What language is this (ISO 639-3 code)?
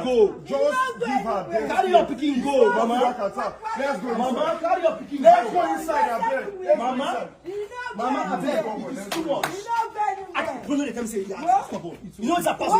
pcm